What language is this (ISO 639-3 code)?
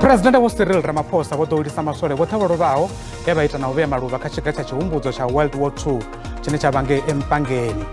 ven